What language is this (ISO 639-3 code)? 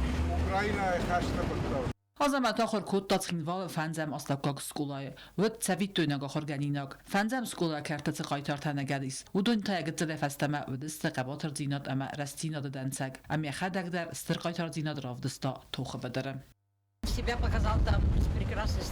oss